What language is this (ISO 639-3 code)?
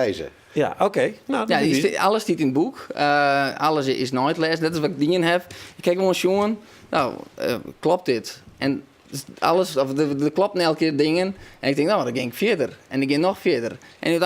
fry